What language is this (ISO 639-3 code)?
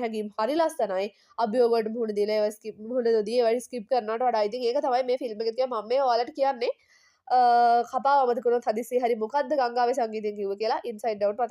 sin